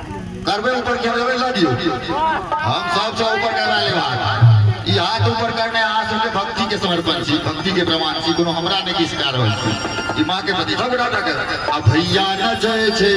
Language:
Maithili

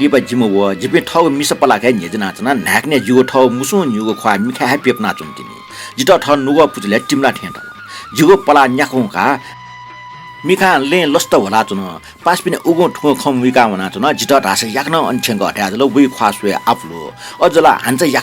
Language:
Newari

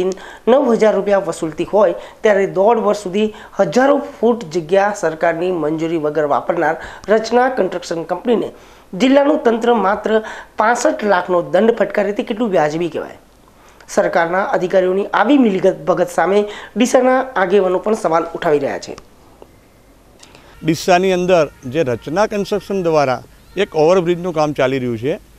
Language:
Gujarati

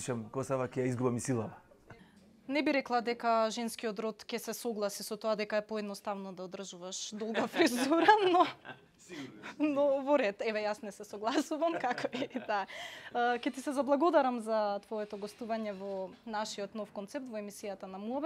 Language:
Macedonian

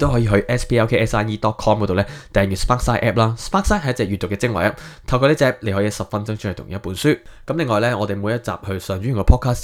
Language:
Cantonese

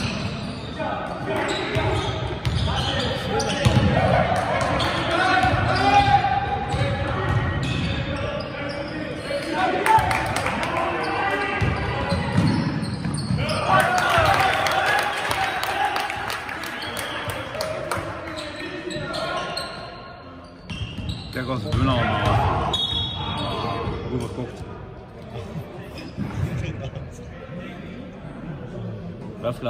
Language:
Dutch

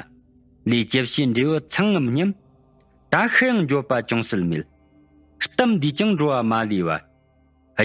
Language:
Tibetan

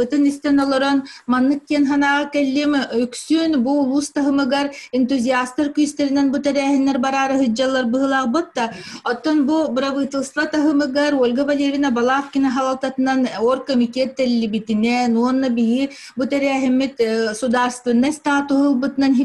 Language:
Yakut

